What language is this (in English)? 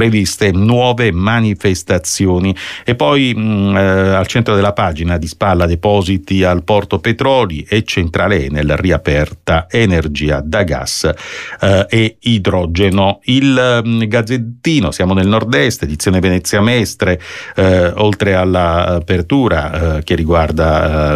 Italian